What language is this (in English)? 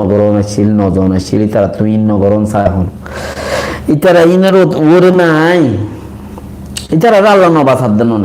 Rohingya